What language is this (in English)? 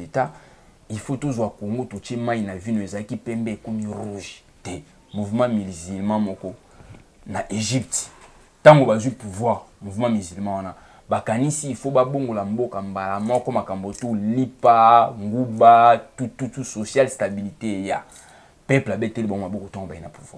Lingala